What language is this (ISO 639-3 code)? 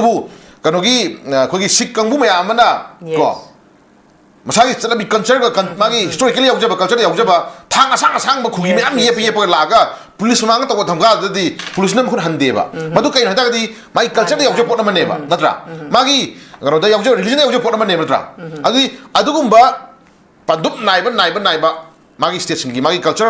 mni